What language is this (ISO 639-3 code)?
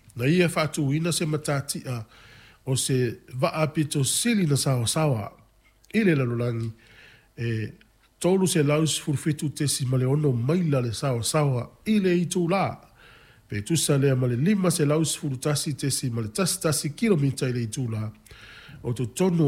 smo